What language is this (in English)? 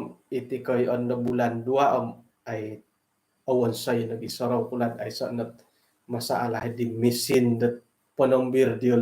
Central Dusun